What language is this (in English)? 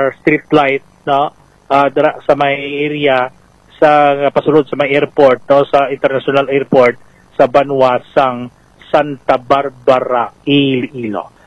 Hiligaynon